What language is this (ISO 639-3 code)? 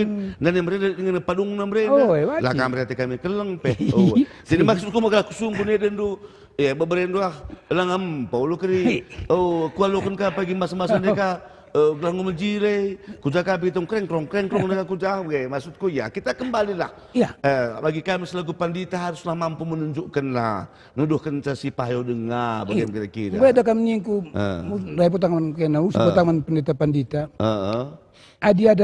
btx